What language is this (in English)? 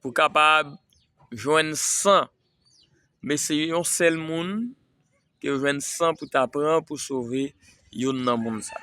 Haitian Creole